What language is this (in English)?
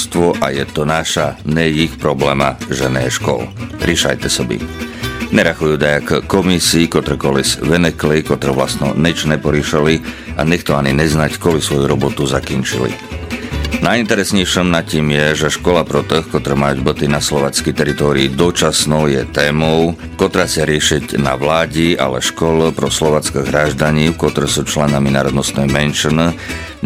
Rusyn